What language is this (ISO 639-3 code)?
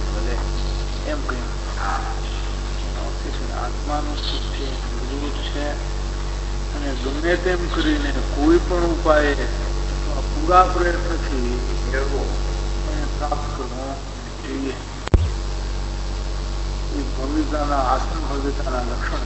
guj